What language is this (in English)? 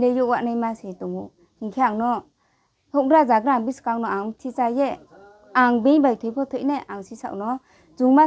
Riang (India)